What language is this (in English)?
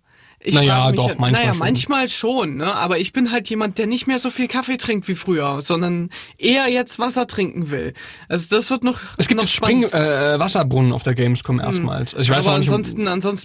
German